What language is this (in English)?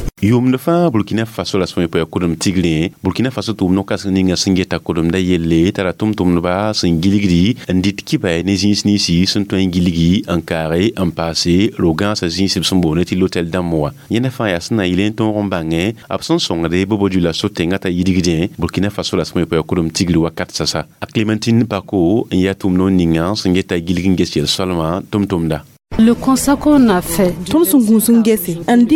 Mossi